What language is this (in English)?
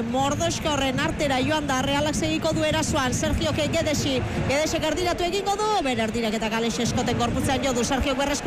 Basque